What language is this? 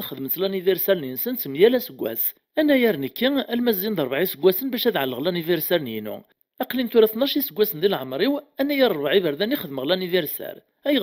Kabyle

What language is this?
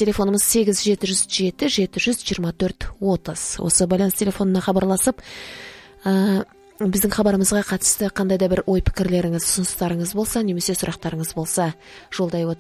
Kazakh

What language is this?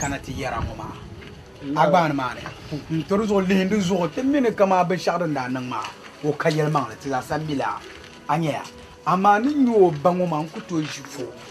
Dagbani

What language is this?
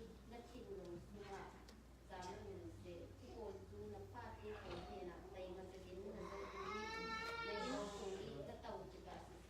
Falam Chin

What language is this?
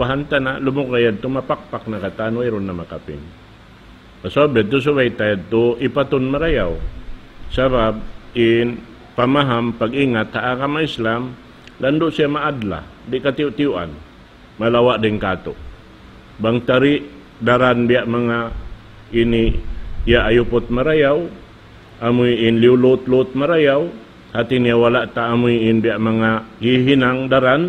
Tausug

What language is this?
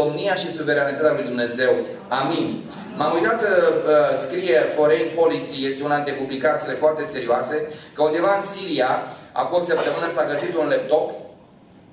Romanian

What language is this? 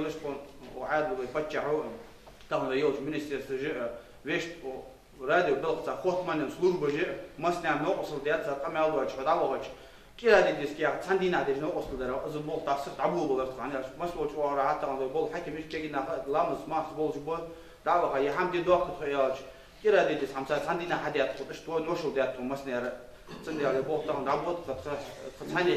Ingush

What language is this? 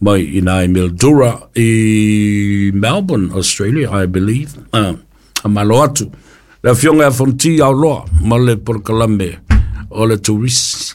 Samoan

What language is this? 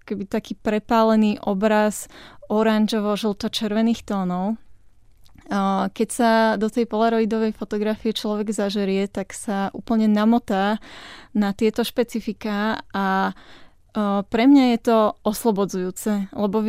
Slovak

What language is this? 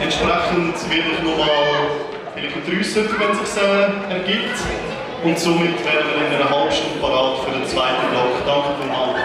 Swiss German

